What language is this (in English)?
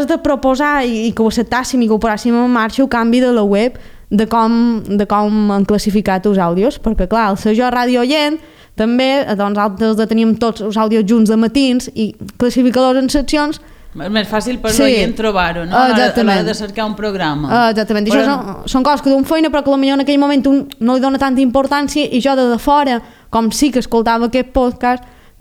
Catalan